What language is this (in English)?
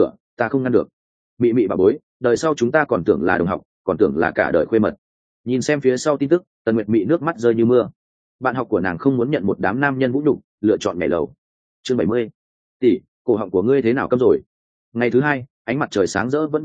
Vietnamese